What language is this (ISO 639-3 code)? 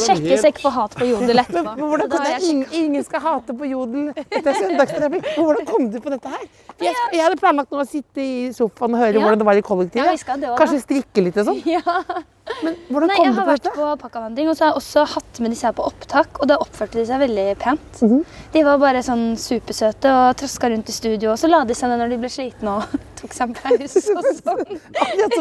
nor